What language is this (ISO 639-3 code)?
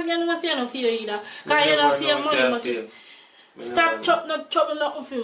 jam